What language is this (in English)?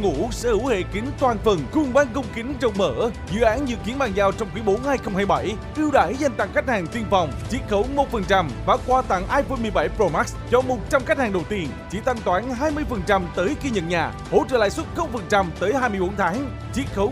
Vietnamese